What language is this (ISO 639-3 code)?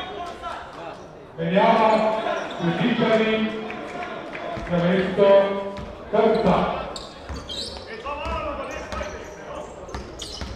slv